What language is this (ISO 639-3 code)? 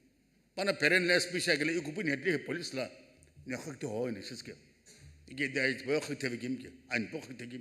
nsm